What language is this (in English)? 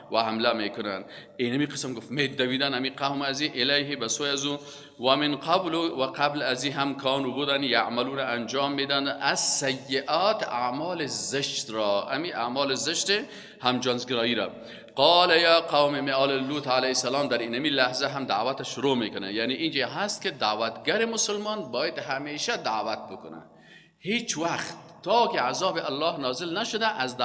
Persian